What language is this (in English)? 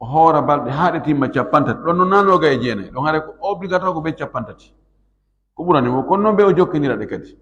Fula